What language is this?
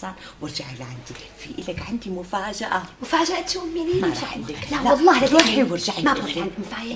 North Levantine Arabic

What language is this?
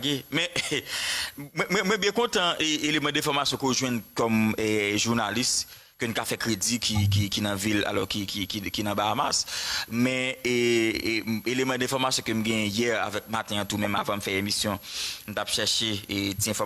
Haitian Creole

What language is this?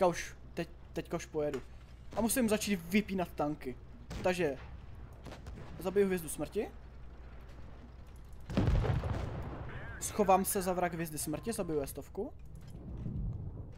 Czech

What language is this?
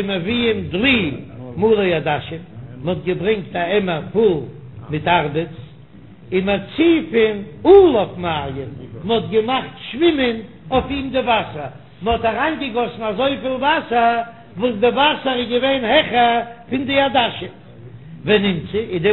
Yiddish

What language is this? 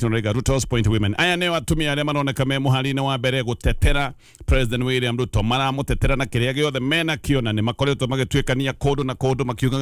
Kikuyu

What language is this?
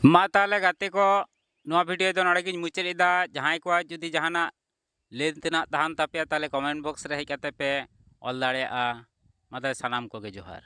Santali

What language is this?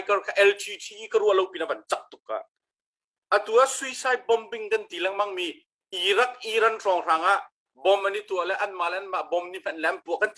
Hakha Chin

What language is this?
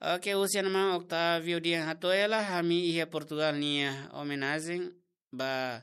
Tetum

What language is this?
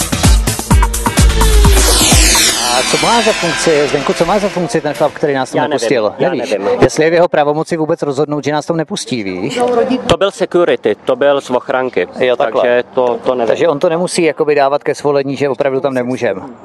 Czech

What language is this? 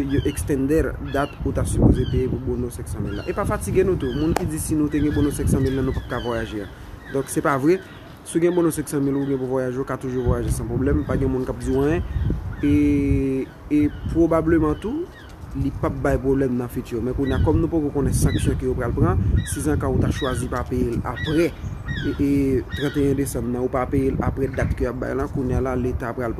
Haitian Creole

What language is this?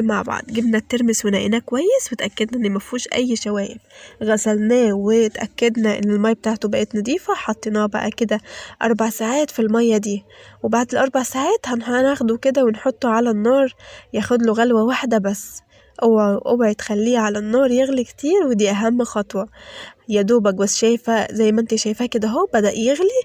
Egyptian Arabic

